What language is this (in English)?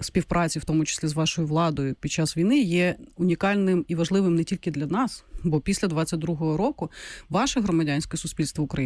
Ukrainian